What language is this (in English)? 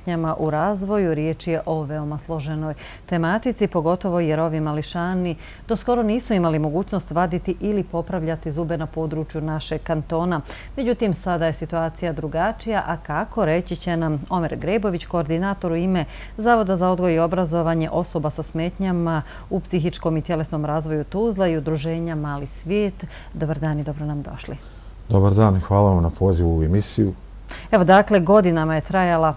Bosnian